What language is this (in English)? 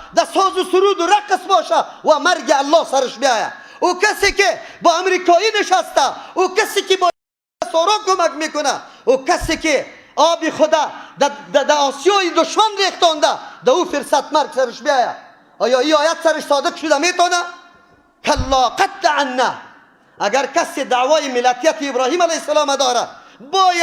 Persian